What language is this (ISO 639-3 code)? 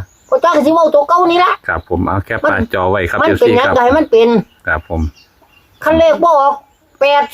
tts